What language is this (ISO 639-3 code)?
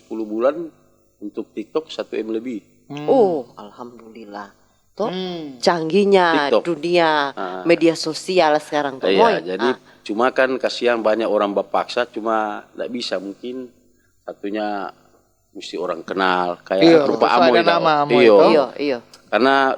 xmm